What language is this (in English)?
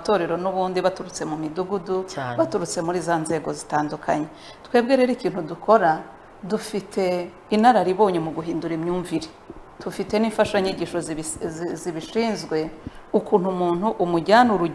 Kinyarwanda